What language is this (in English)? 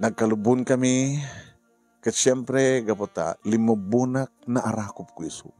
Iloko